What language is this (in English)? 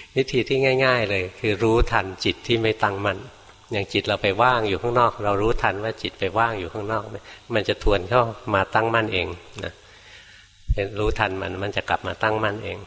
Thai